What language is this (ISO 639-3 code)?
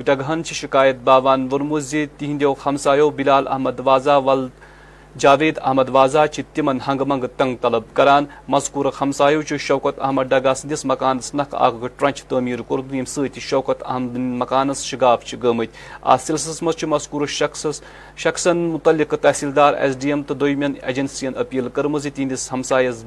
kas